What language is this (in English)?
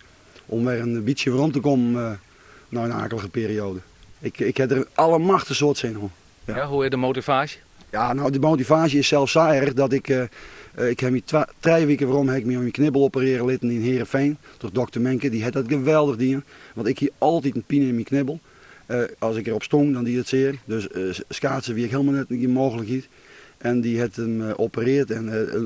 Western Frisian